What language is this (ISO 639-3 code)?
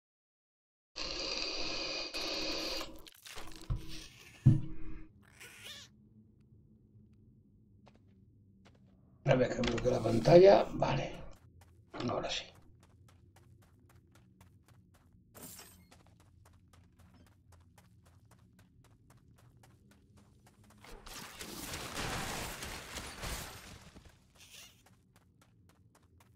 spa